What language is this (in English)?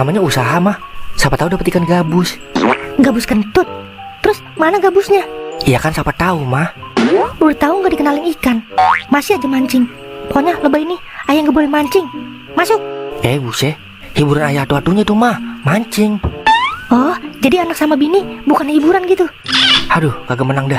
Betawi